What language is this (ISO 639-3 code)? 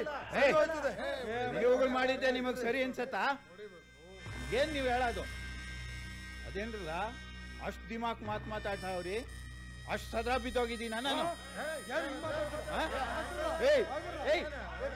kan